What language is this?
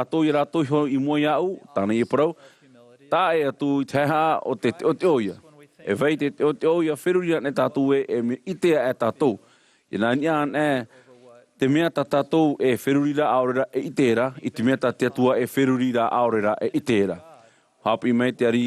Tahitian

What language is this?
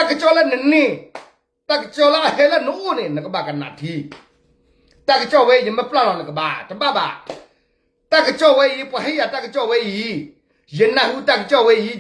S'gaw Karen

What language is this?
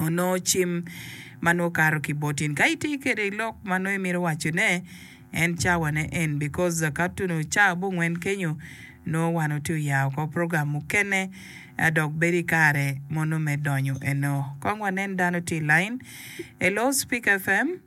Acoli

